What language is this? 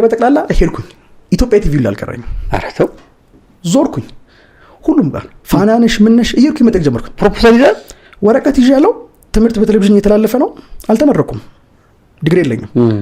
Amharic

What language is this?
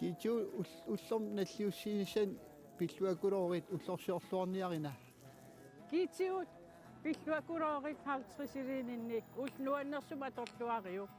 Kalaallisut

